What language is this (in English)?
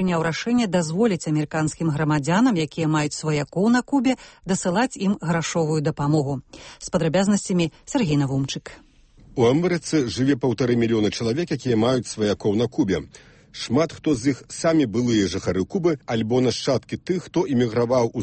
Belarusian